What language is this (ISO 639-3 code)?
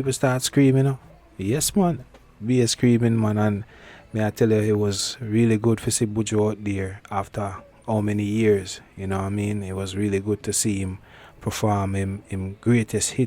jam